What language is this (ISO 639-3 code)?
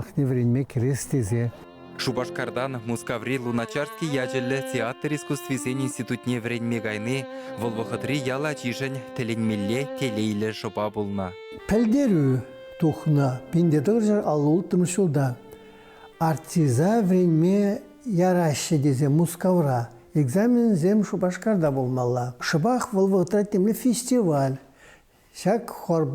chv